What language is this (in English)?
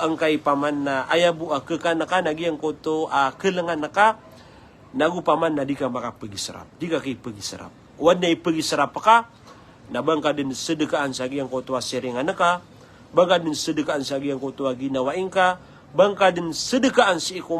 Maranao